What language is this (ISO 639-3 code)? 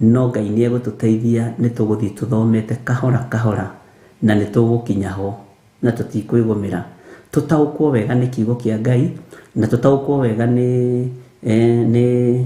kik